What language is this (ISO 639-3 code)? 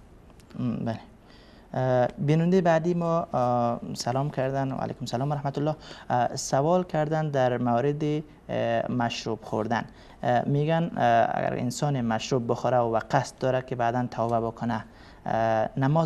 fas